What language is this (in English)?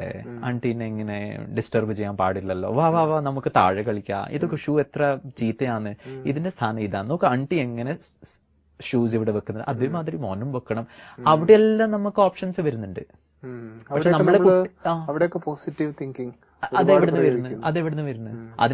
Malayalam